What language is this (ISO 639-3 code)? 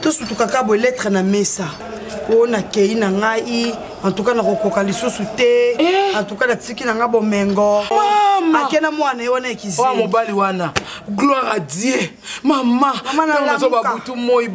lin